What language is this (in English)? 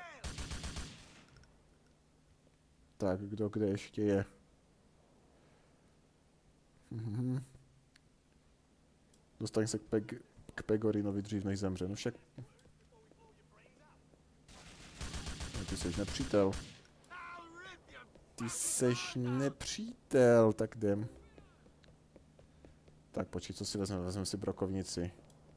Czech